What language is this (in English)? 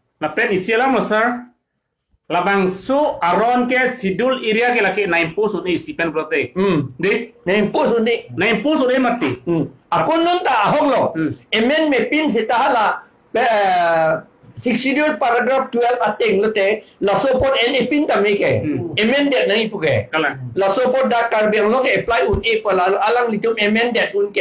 Karbi